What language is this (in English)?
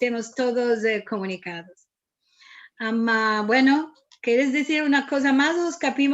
Ladino